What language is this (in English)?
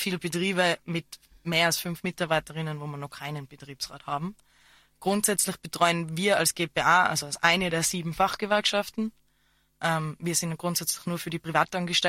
German